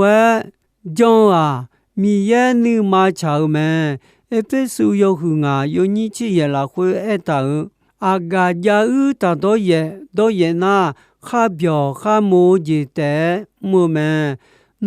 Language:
Akha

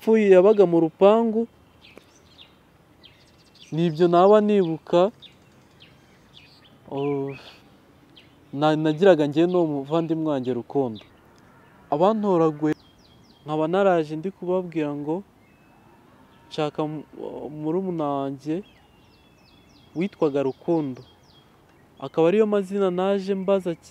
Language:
Kinyarwanda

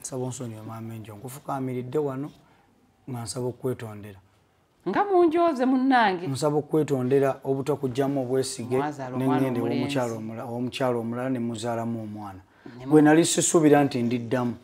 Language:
Ganda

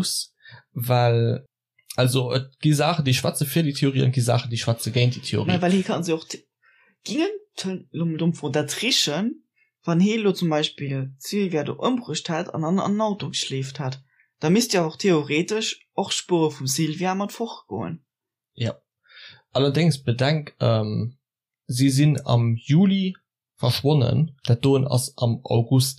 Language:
Luxembourgish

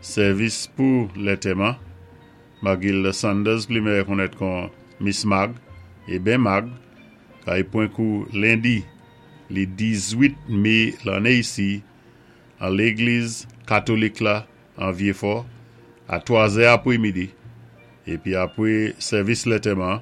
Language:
Saint Lucian Creole French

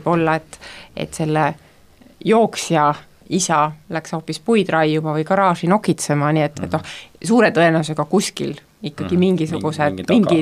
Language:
Estonian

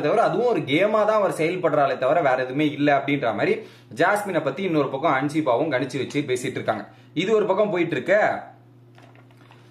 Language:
Tamil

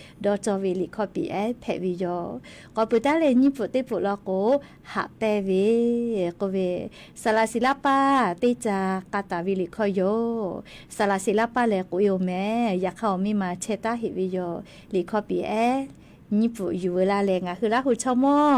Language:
Lahu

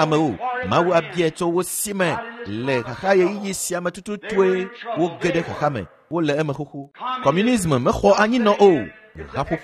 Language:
Ewe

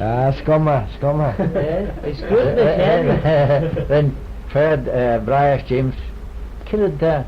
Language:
Manx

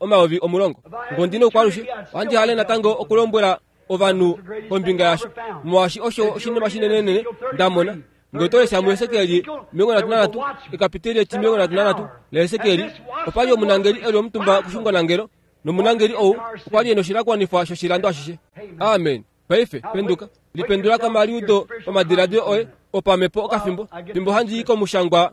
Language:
Kuanyama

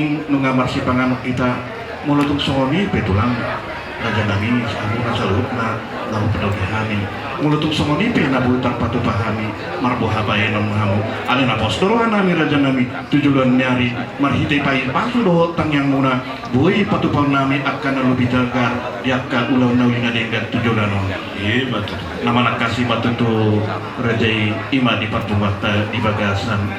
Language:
Batak Toba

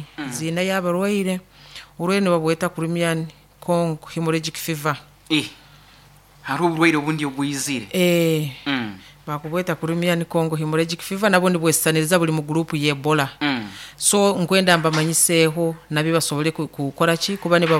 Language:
Nyoro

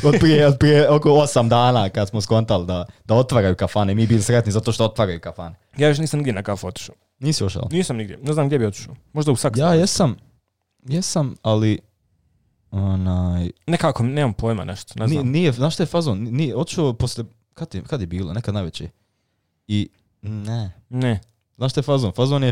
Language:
Serbian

